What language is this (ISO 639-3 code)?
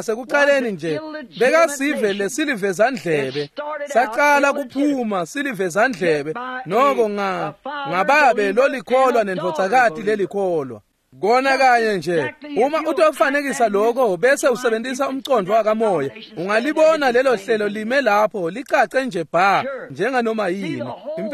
ssw